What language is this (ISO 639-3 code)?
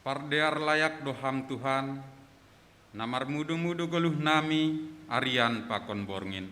bts